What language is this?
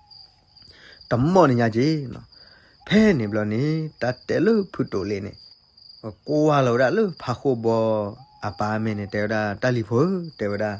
S'gaw Karen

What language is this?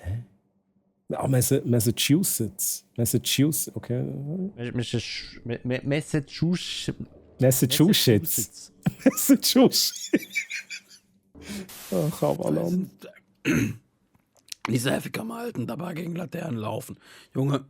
Swiss German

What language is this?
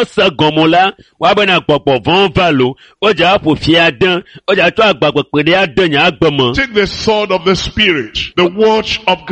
Ewe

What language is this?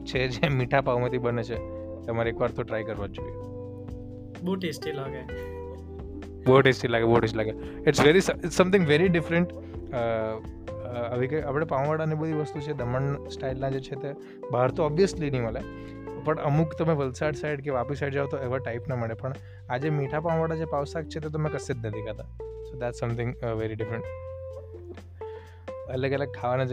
Gujarati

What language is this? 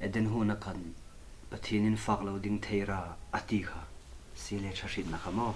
Hmar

